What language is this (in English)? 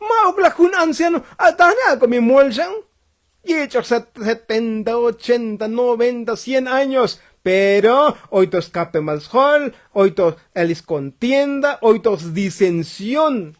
Tzotzil